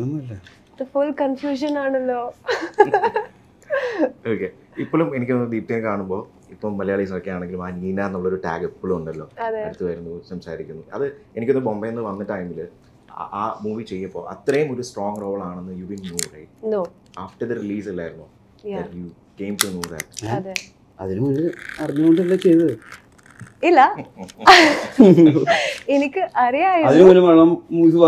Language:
Malayalam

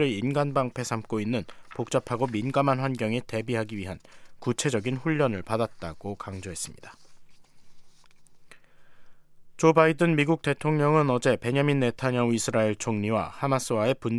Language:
Korean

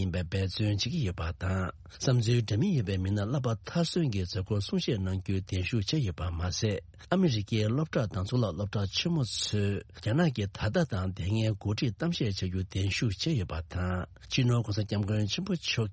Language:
Tibetan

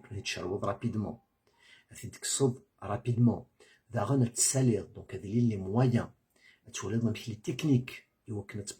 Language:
Kabyle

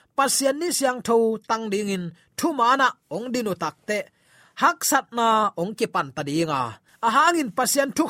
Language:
Tedim Chin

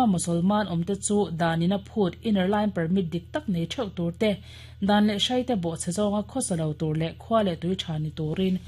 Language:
Mizo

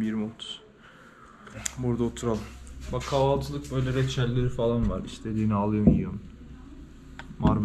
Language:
Turkish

